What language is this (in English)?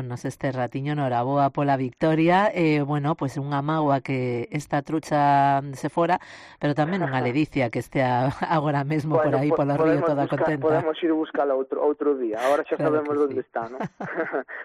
Galician